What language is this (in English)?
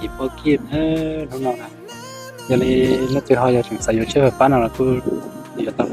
Hmong